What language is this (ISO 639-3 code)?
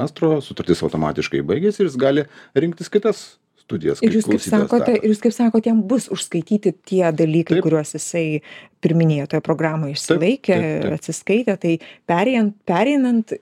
lit